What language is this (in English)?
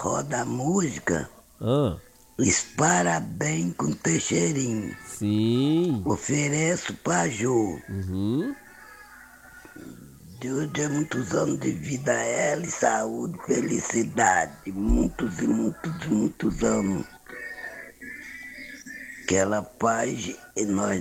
Portuguese